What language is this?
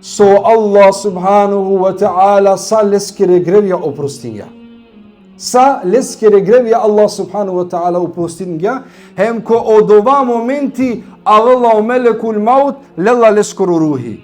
Balkan Romani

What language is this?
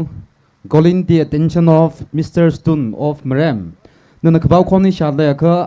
Tangkhul Naga (India)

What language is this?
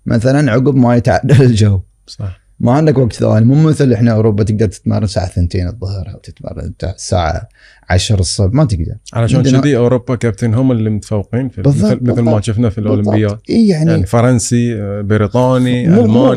Gulf Arabic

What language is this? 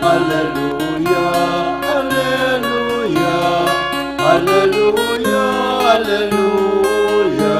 Pampanga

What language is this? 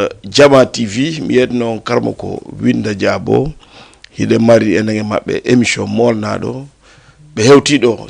Fula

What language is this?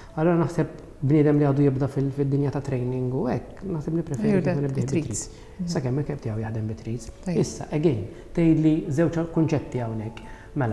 Maltese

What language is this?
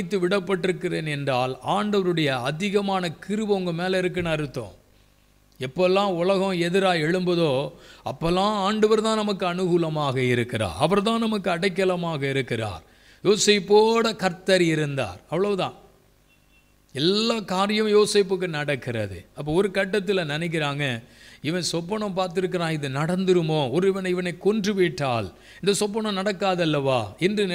Tamil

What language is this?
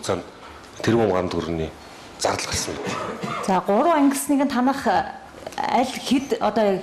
Mongolian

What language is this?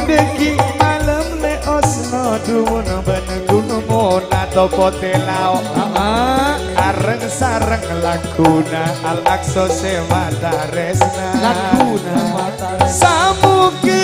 Madurese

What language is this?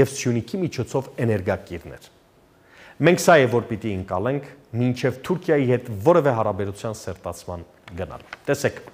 Armenian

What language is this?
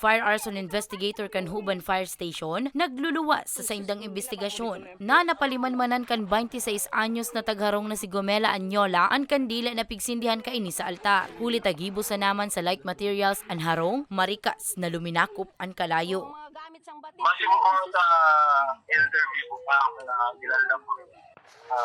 Bikol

